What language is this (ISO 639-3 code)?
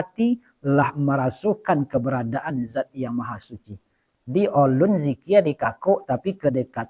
min